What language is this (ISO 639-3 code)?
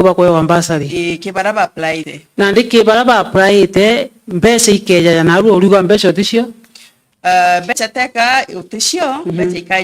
mer